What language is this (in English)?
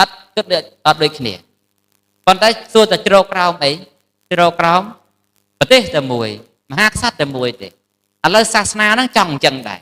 Khmer